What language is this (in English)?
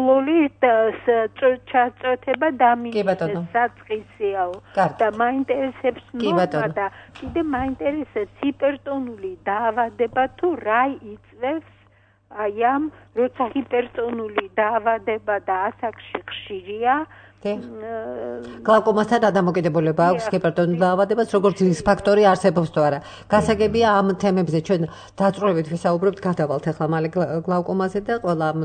Georgian